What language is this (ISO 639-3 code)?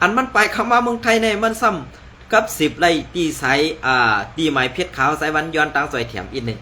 shn